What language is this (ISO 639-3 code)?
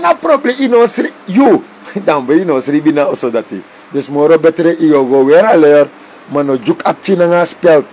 srn